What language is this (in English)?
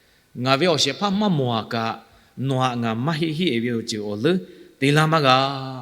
Lahu